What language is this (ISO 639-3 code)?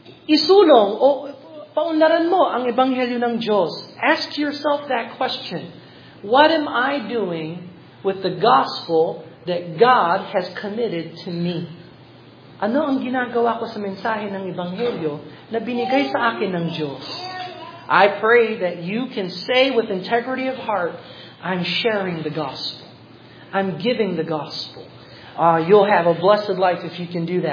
fil